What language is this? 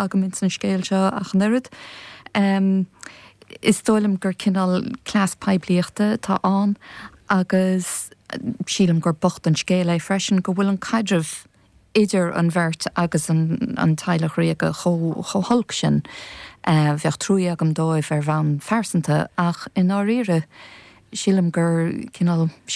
Irish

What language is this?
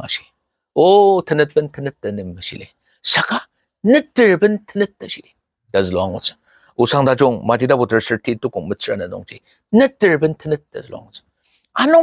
Ao Naga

